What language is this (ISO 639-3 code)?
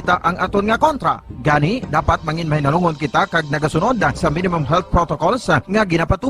hil